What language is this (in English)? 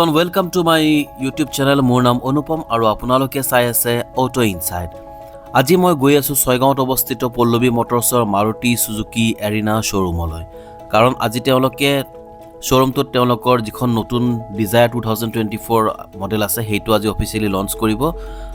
Assamese